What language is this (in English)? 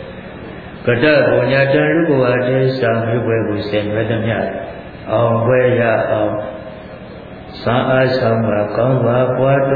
Burmese